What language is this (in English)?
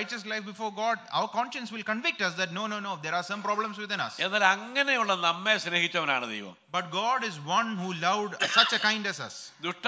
Malayalam